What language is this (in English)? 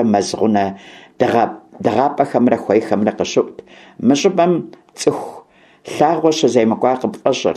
Kabardian